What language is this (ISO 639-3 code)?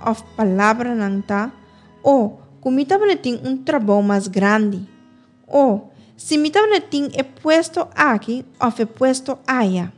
pap